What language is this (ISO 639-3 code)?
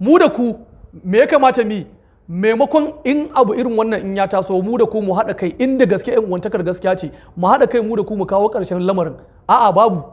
hau